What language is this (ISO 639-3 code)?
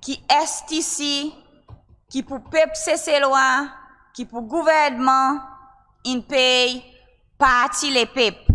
crs